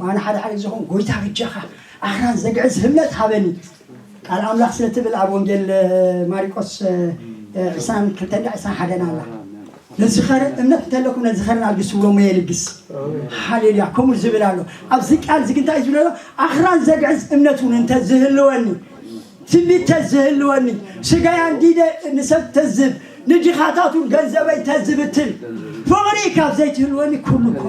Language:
Tigrinya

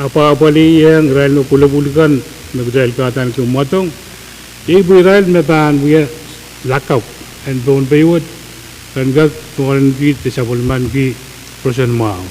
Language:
Pohnpeian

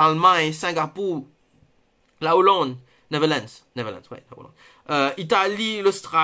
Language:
Morisyen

